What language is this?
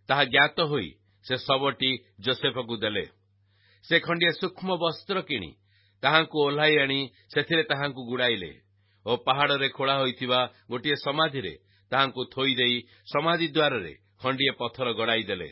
Odia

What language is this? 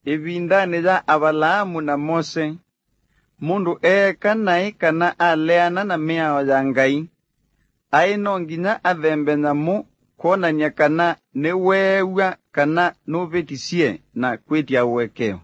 Kamba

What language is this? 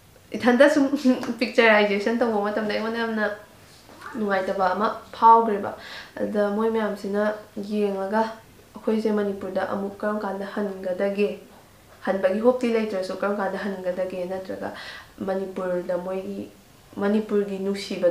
Manipuri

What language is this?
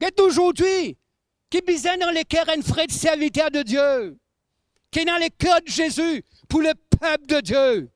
Morisyen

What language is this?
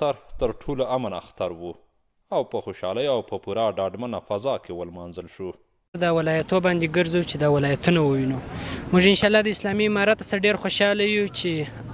Pashto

